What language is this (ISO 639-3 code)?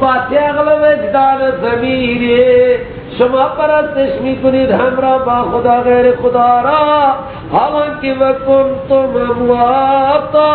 fas